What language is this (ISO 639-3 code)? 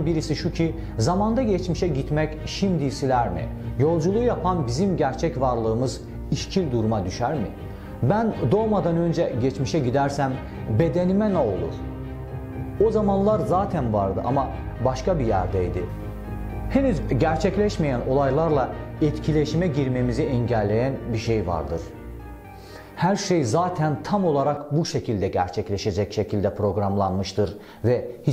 tur